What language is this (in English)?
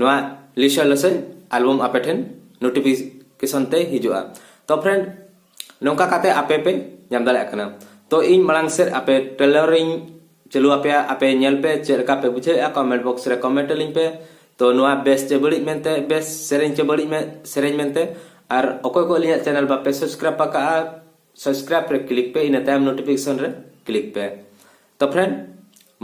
Santali